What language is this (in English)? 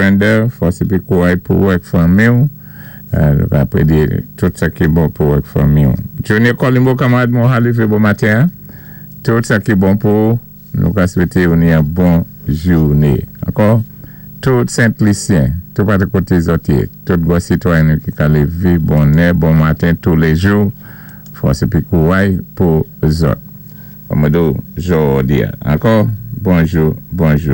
Saint Lucian Creole French